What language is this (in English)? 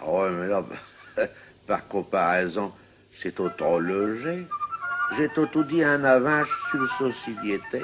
Picard